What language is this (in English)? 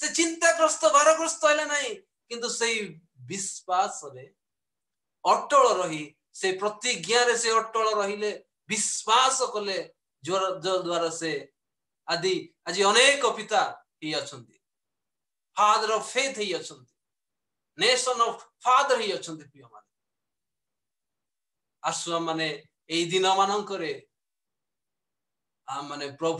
Odia